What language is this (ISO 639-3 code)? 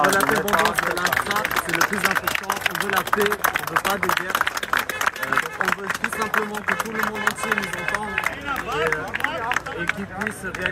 hye